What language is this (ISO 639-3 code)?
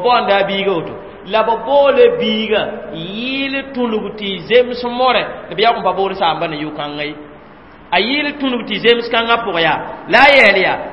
mos